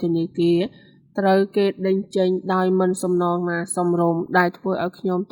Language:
Khmer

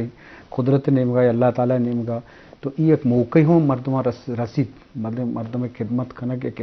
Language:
Eastern Balochi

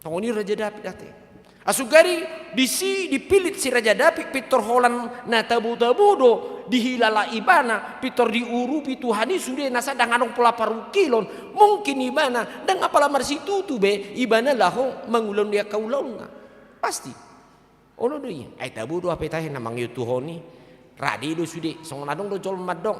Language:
Batak Toba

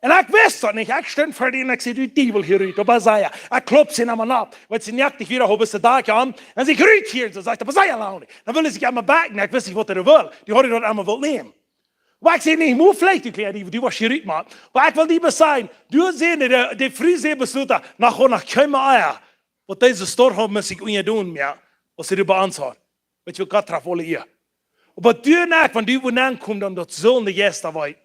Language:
Plautdietsch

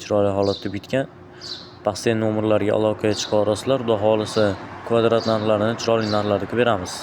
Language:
Uzbek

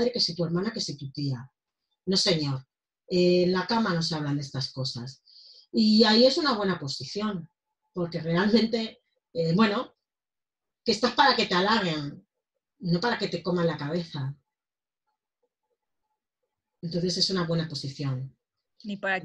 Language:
Spanish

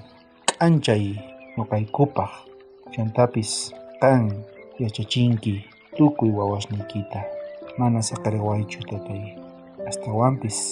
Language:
South Bolivian Quechua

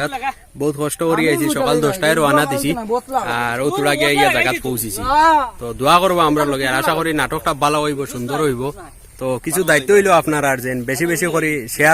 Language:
Sylheti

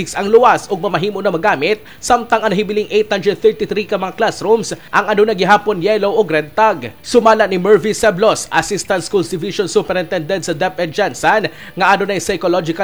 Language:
Cebuano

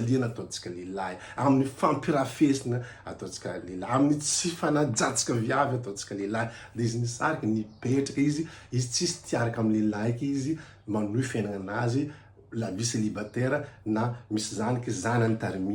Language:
Malagasy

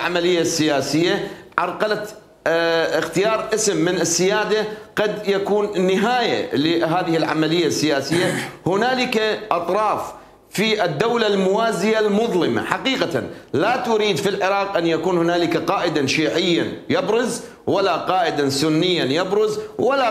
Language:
Mesopotamian Arabic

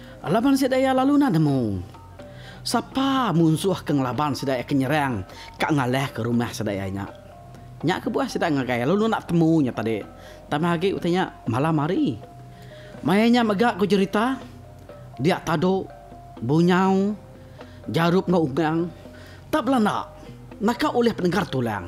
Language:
Iban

